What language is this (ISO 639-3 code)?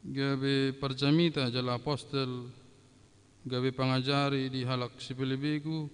bbc